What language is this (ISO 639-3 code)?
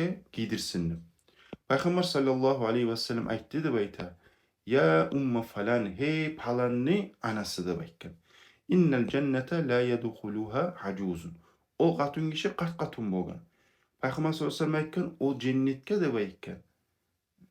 kum